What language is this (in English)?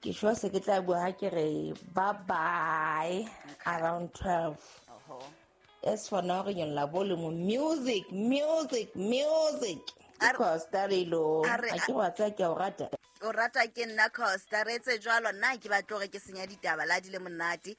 Southern Sotho